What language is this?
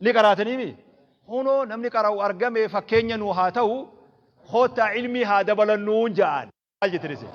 Oromo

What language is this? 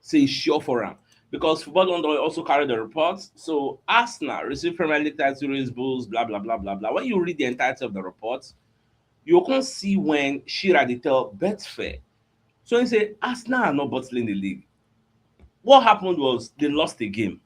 Nigerian Pidgin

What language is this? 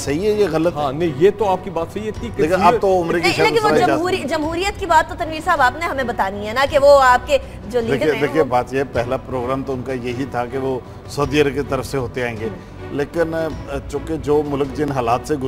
Urdu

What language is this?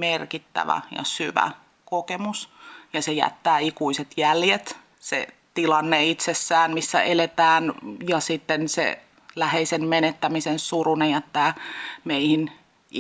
Finnish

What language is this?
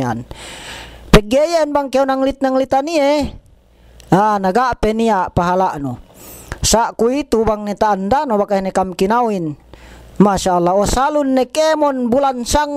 Yakan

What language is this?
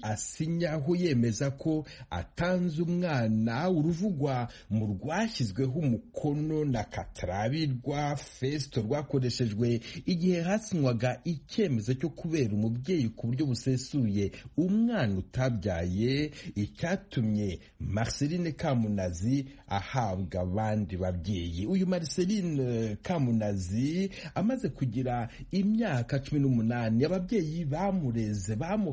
Kinyarwanda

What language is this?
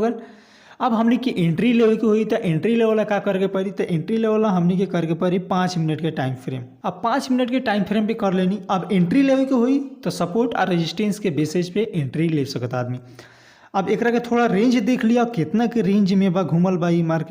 Bhojpuri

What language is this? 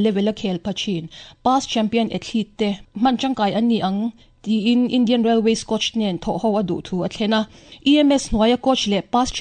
Mizo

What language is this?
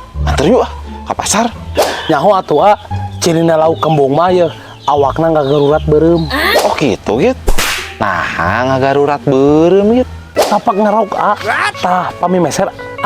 Sundanese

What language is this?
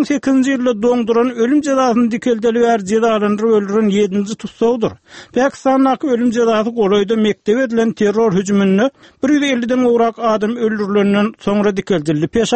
Turkmen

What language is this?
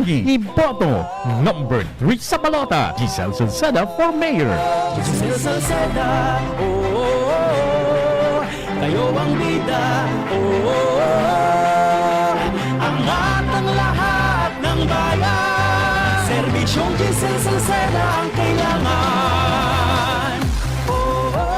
Bikol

